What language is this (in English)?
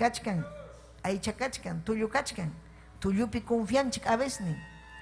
Ayacucho Quechua